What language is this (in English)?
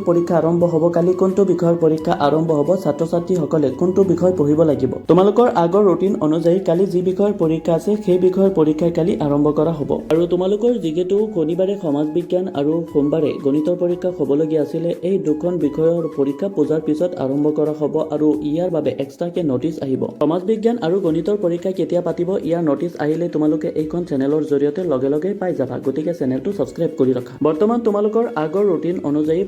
Assamese